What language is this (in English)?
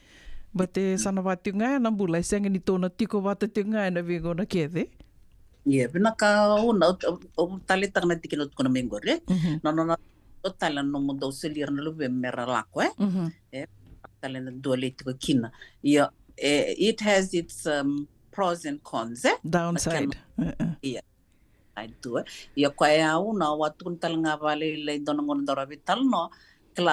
Fijian